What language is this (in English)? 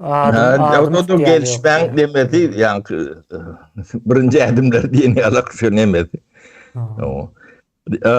Turkmen